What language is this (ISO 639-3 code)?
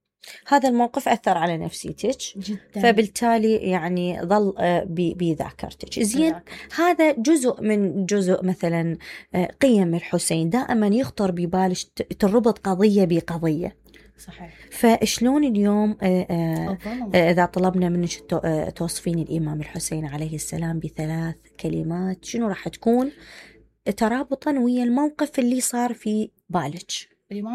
acm